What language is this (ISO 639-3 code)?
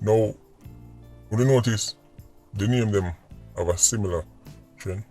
jam